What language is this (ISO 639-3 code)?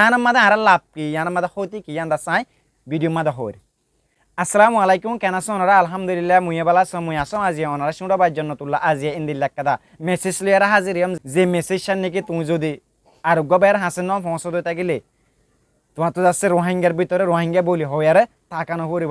rhg